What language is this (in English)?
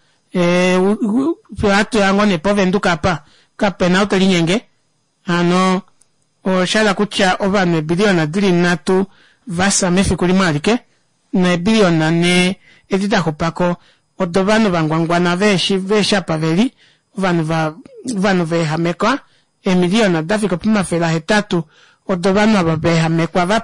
Kuanyama